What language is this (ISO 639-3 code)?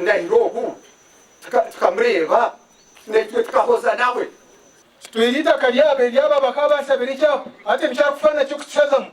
nyn